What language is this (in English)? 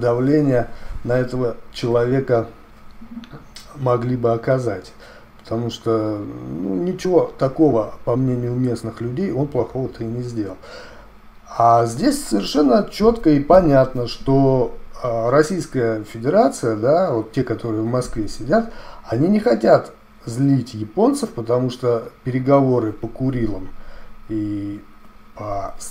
Russian